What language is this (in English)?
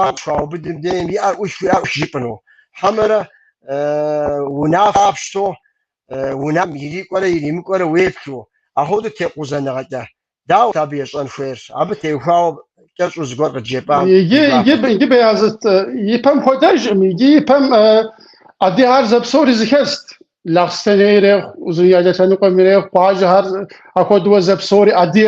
Kabardian